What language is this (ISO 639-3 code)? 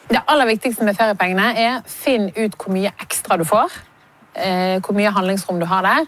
nor